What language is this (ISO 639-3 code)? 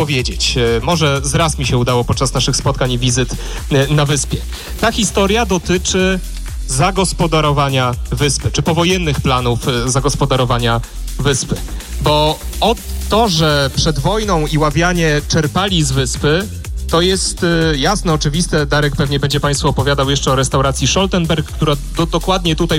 pol